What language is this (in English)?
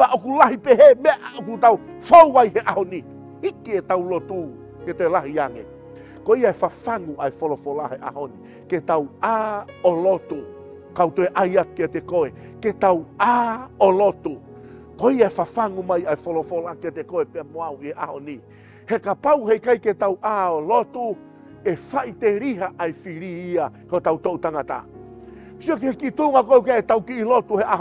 Tongan